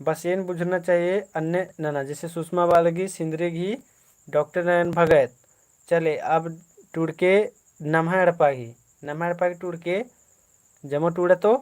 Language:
Kurukh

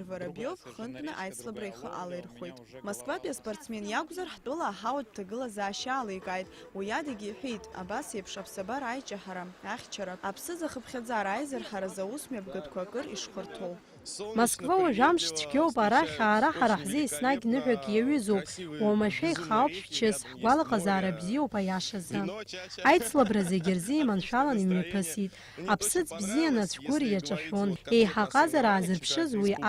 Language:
Abkhazian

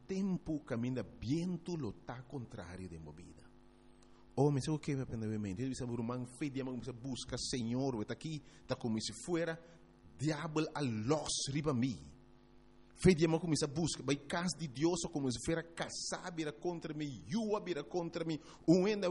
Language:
Papiamento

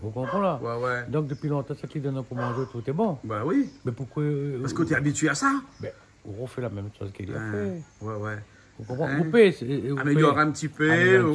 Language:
Réunion Creole French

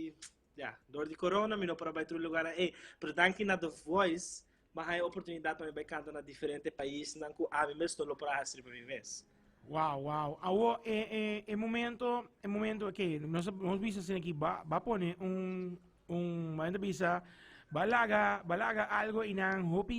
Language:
Papiamento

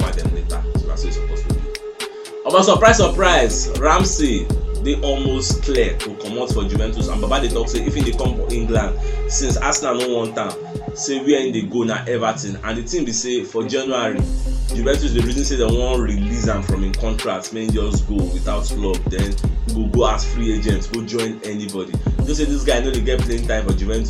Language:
Nigerian Pidgin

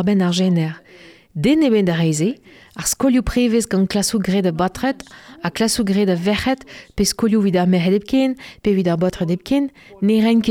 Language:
Breton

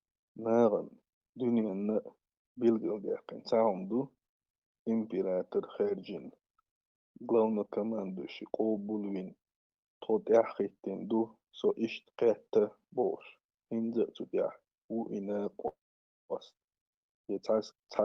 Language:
Chechen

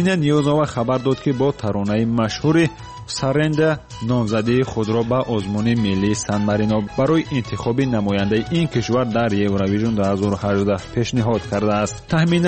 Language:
Persian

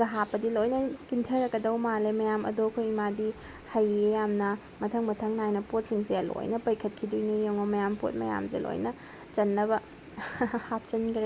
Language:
Manipuri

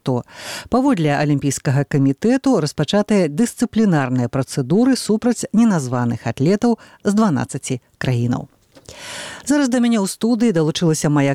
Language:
Belarusian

